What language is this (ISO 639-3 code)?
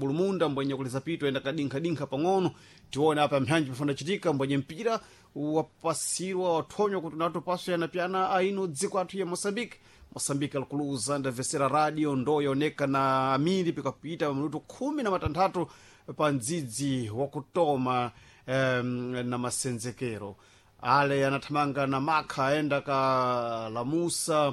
seh